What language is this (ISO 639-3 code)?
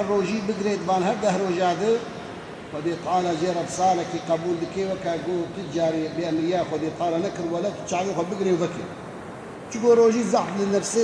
kur